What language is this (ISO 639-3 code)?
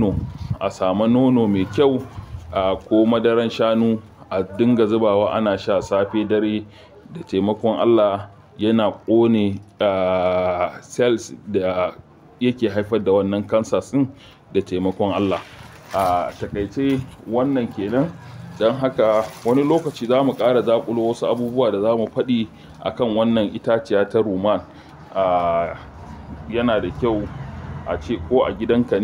hau